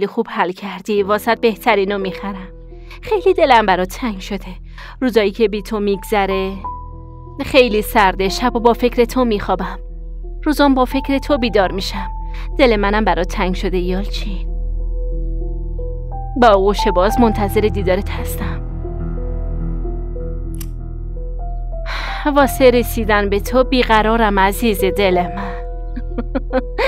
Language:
Persian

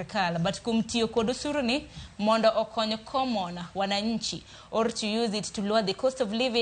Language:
Luo (Kenya and Tanzania)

